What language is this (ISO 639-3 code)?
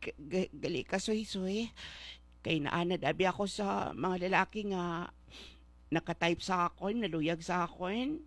hil